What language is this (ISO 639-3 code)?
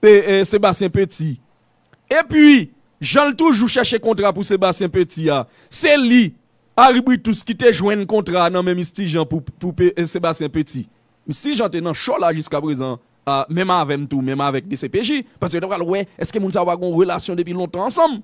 hat